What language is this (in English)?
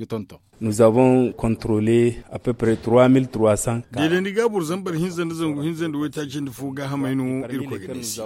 Zarma